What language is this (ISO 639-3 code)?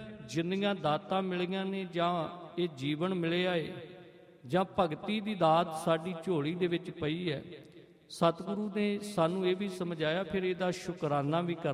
pan